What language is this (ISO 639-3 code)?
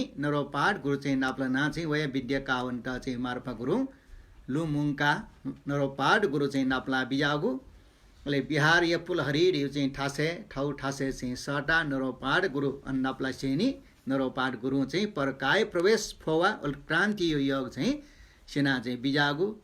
new